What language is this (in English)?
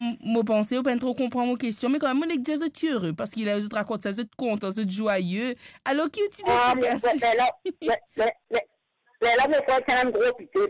Morisyen